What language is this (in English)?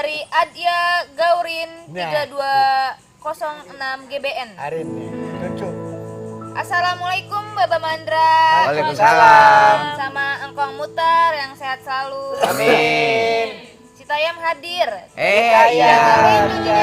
Betawi